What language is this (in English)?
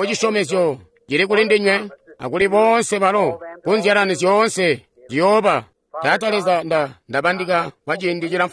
Tonga (Zambia)